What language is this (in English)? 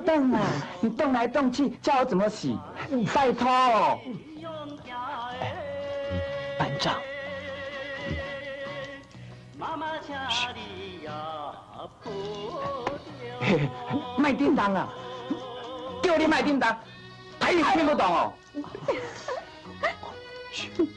Chinese